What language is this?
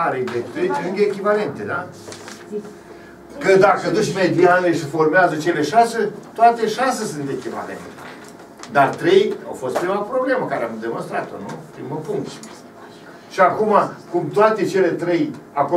Romanian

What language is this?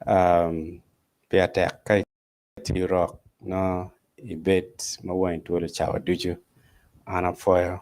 Acoli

